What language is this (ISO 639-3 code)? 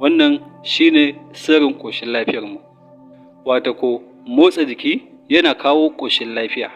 hau